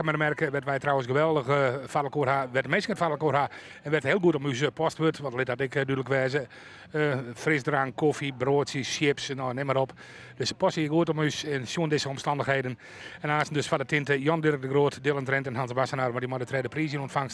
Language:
Western Frisian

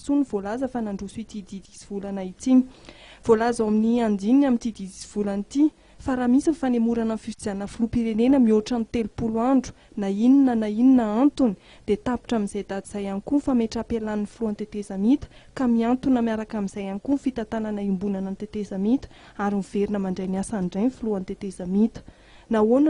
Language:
Malagasy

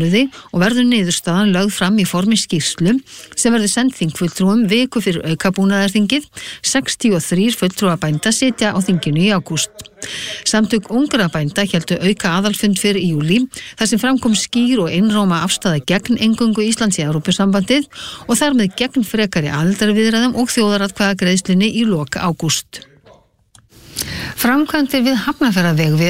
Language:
Icelandic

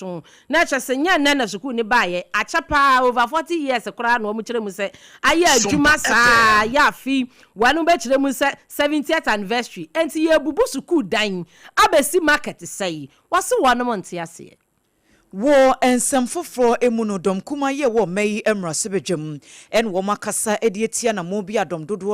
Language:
Akan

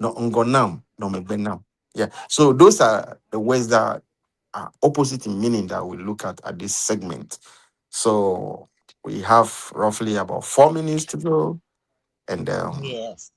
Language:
Ewe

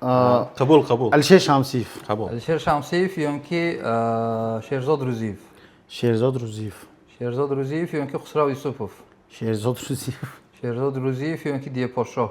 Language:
Tajik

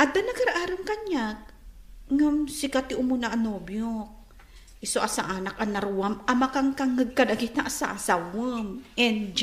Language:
Iloko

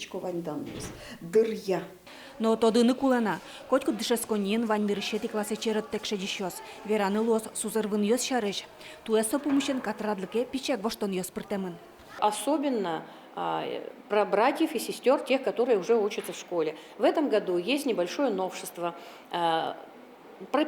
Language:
Udmurt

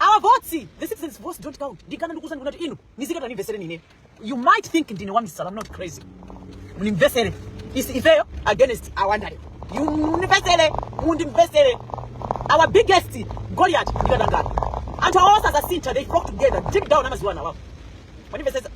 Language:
Nyanja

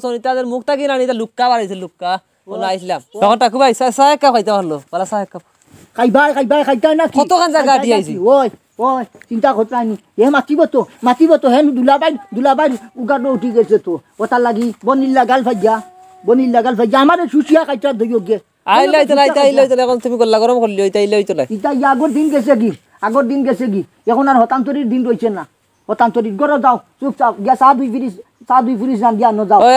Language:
Sylheti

